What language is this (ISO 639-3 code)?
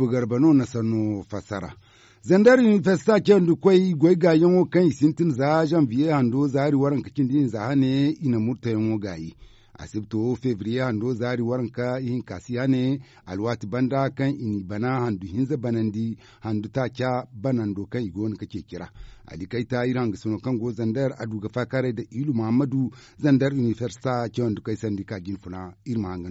dje